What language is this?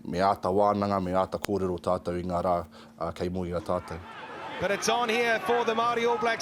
Māori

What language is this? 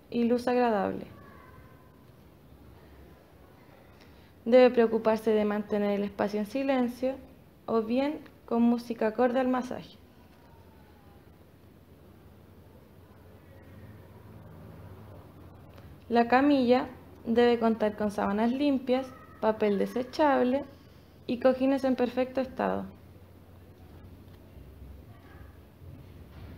Spanish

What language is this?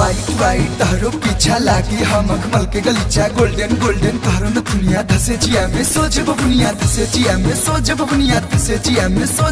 Bhojpuri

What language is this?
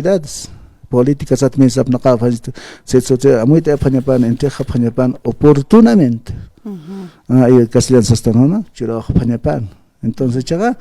Aymara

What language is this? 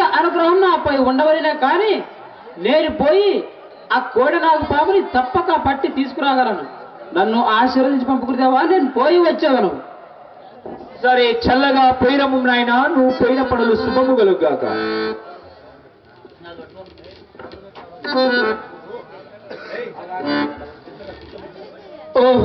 Telugu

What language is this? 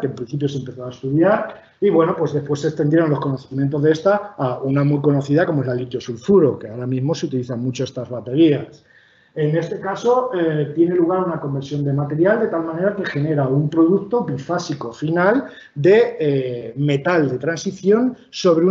Spanish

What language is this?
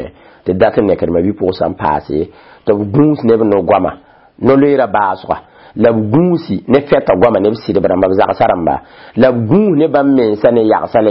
Mossi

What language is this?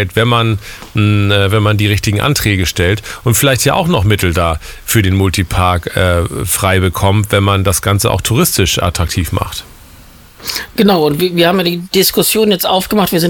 German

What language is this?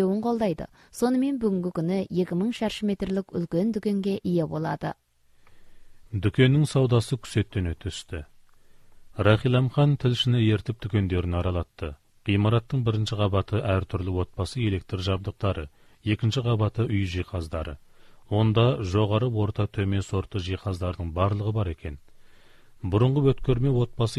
Kazakh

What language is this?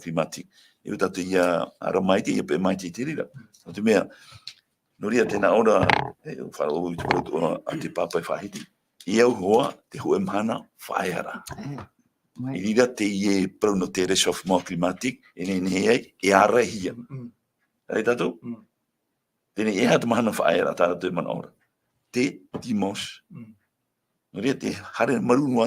Tahitian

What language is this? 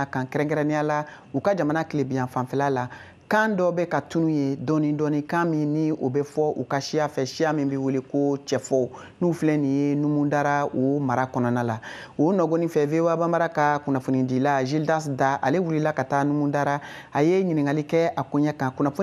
Bambara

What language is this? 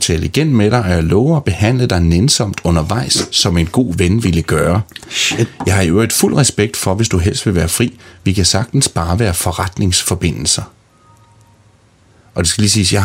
Danish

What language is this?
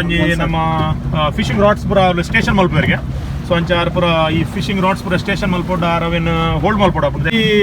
Tulu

